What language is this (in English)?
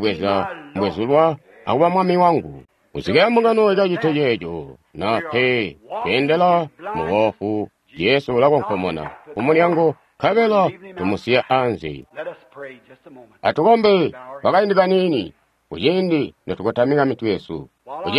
Tonga (Zambia)